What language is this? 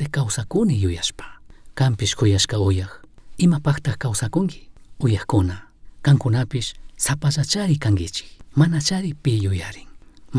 Chimborazo Highland Quichua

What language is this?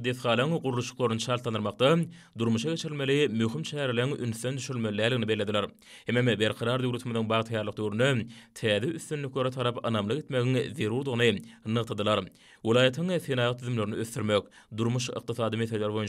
Turkmen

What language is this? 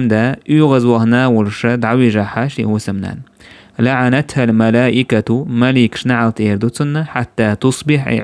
Chechen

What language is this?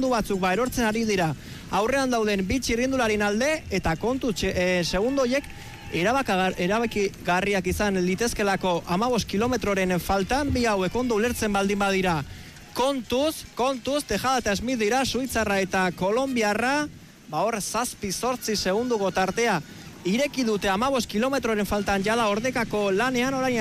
Basque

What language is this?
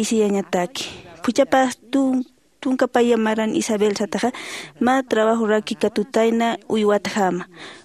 Aymara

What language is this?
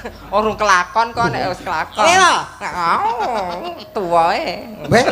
Javanese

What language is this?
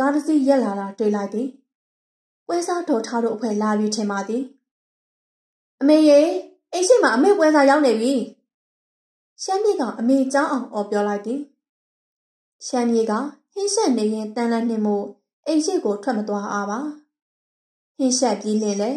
Burmese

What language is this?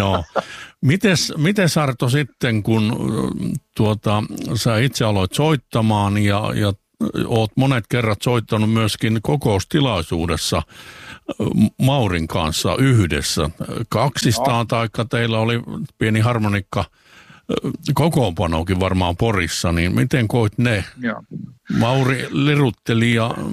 Finnish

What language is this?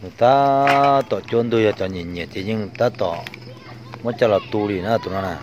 Hmong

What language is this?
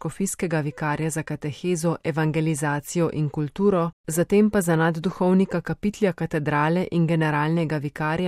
Slovenian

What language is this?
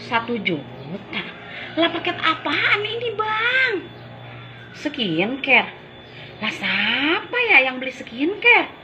Betawi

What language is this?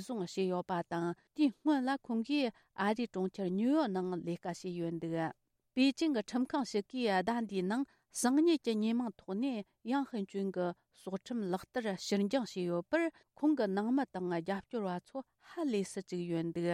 Tibetan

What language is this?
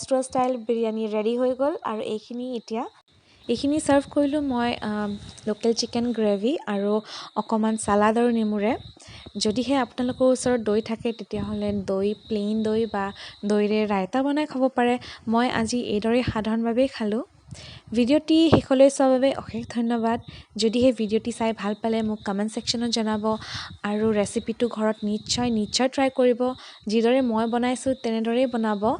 Assamese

